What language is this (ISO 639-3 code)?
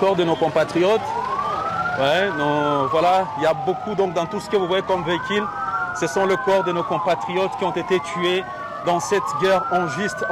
fra